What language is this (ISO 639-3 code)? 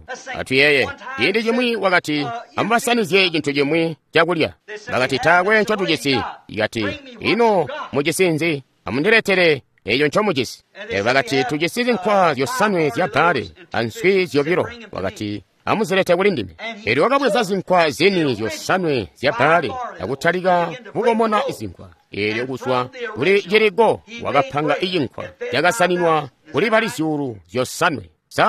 toi